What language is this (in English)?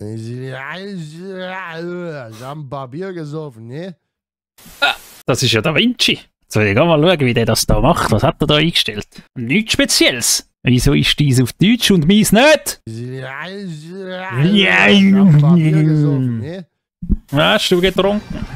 Swiss German